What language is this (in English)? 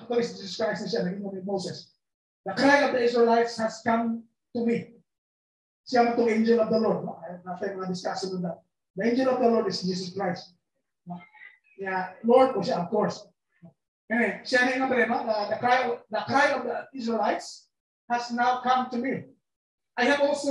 Filipino